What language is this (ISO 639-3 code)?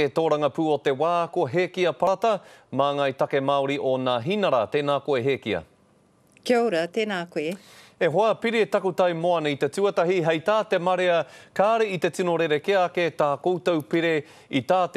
mri